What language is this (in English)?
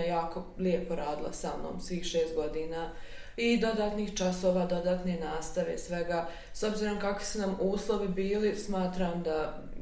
Bosnian